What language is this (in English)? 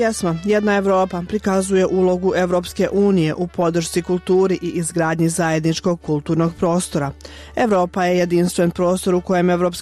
Bosnian